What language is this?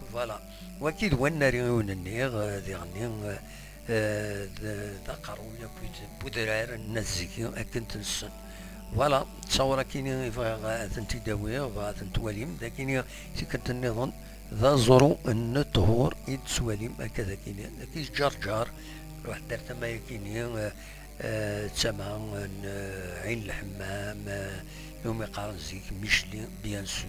Kabyle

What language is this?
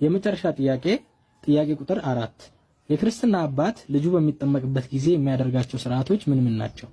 Amharic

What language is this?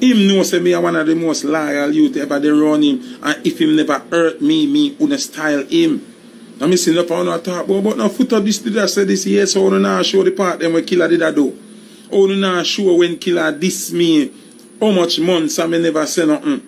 Jamaican Creole English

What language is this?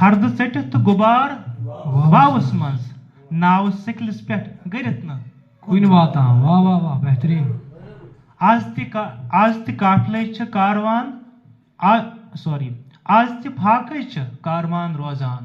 Kashmiri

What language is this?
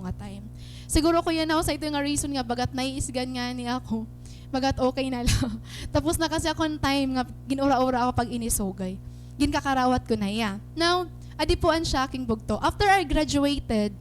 Waray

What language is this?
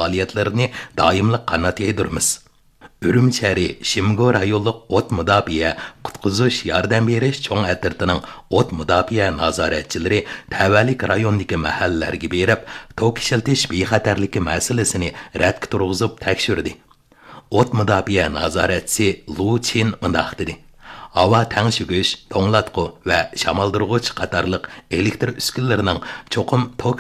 Uyghur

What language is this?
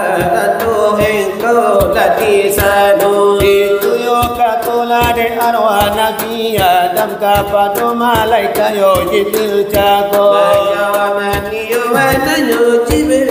Minangkabau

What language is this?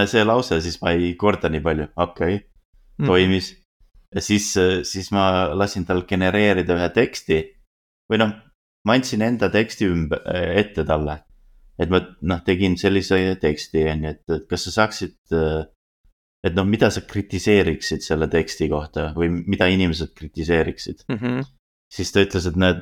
Estonian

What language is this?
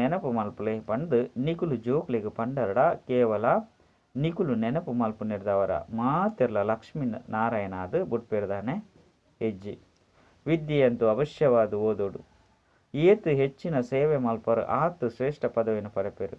Tulu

